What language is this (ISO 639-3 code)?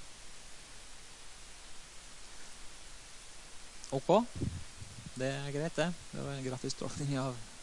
nor